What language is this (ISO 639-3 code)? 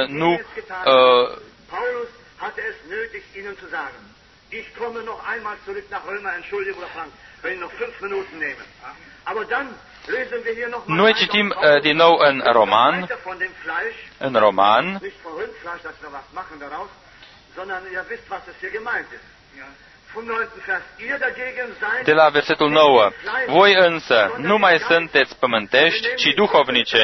ron